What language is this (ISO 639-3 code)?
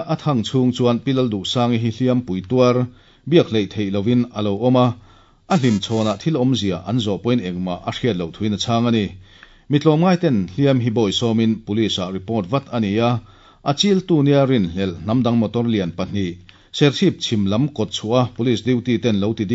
lus